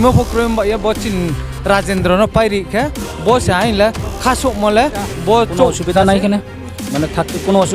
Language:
Riang (India)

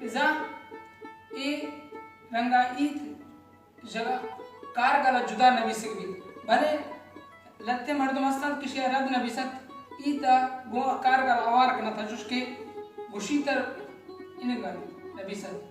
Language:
Baluchi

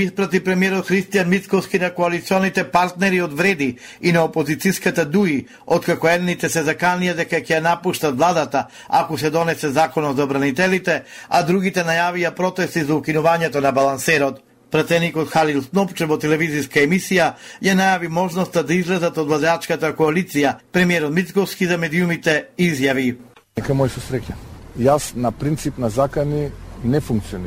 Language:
Macedonian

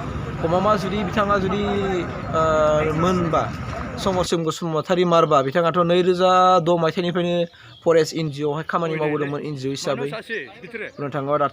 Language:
Bodo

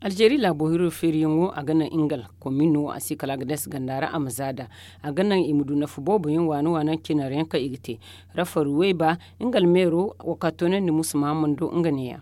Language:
Zarma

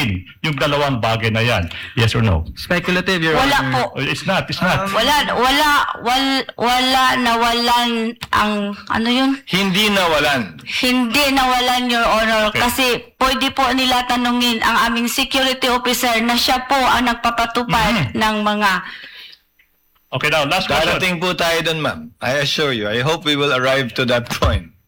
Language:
Filipino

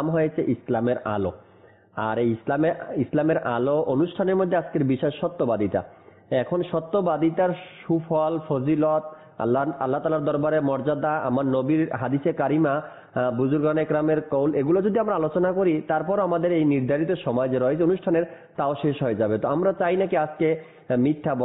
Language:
Bangla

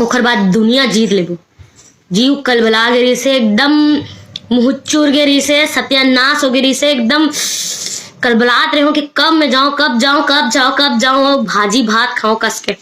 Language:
Chhattisgarhi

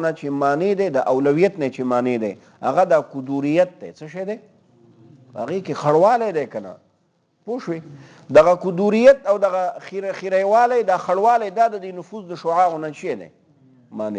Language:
Pashto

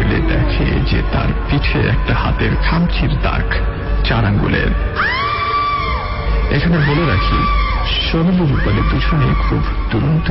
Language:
Bangla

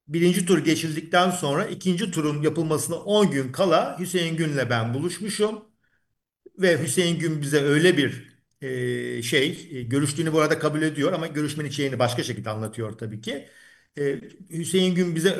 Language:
Turkish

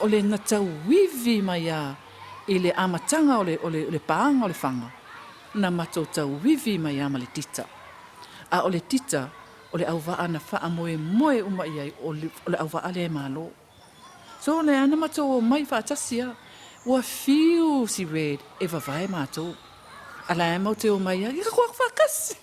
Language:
Samoan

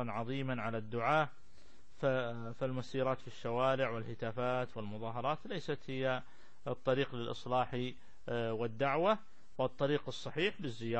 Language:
Arabic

